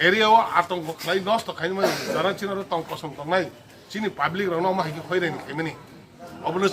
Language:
Kok Borok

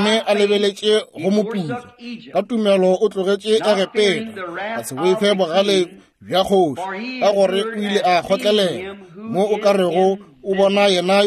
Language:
Northern Sotho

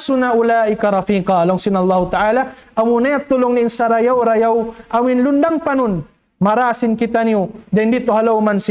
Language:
Tausug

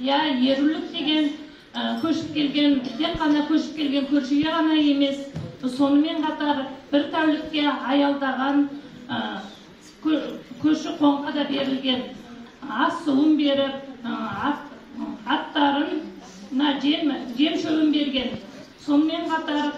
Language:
Kazakh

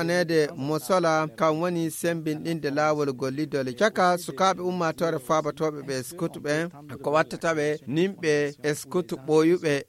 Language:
Fula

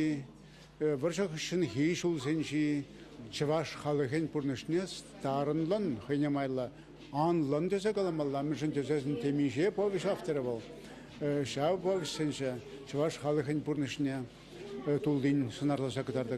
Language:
Chuvash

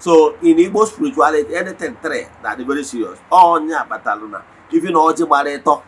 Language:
Igbo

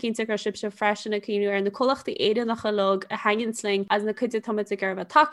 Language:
Irish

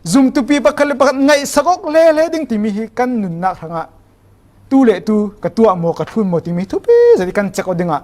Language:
Falam Chin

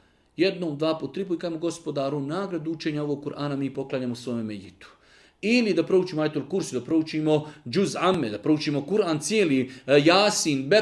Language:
Serbian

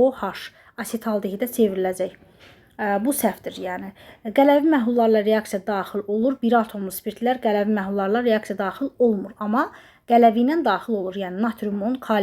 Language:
Azerbaijani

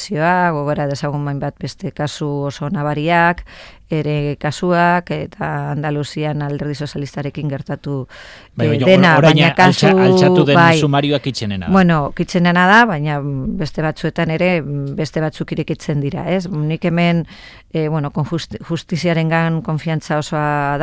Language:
Basque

